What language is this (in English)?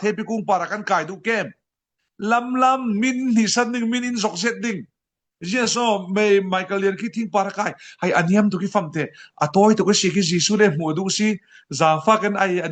Falam Chin